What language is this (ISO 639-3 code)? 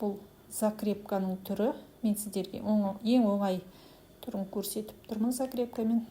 kaz